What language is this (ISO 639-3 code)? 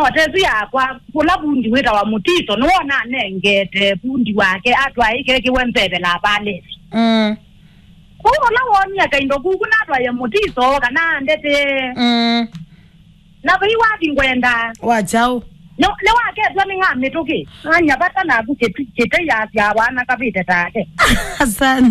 kam